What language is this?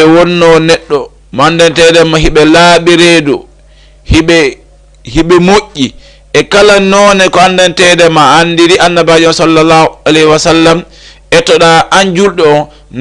Fula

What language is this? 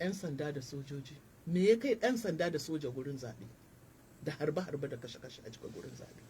Hausa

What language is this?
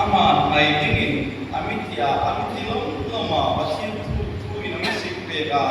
Hmar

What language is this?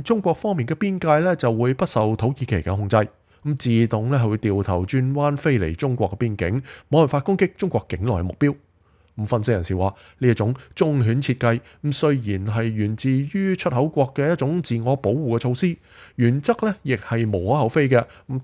Cantonese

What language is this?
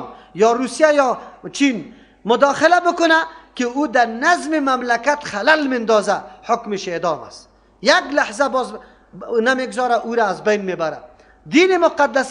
Persian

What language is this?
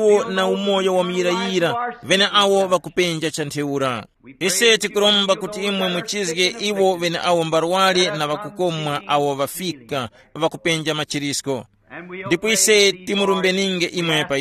Tumbuka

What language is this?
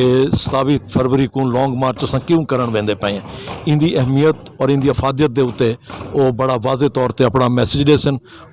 Saraiki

